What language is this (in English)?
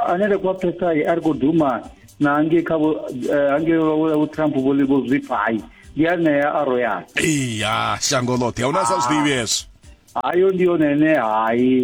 Venda